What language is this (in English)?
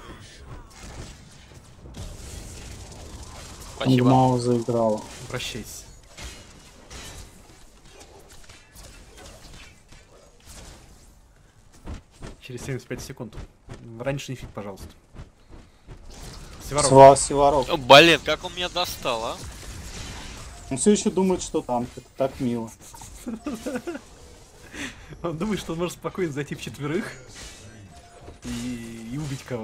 Russian